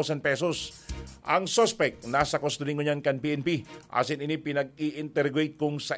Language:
Bikol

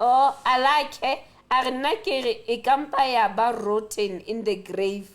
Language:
Southern Sotho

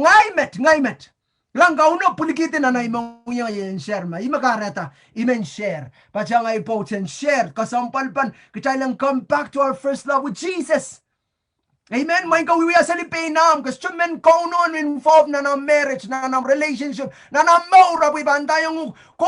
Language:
Pohnpeian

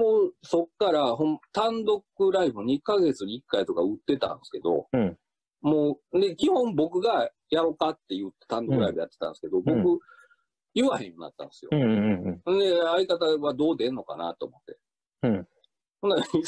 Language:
Japanese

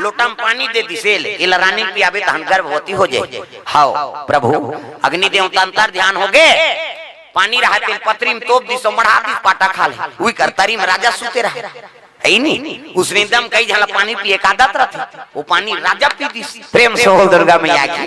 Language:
Chhattisgarhi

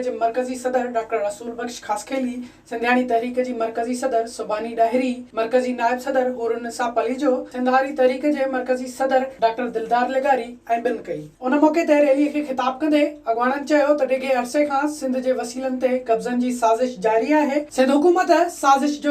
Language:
Sindhi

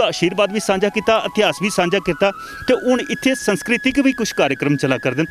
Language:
Dogri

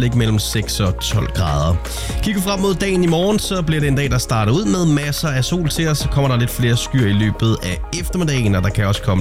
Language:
Danish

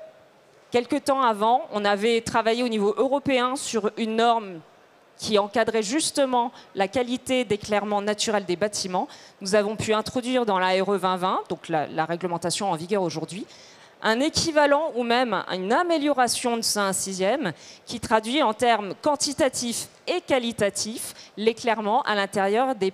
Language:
French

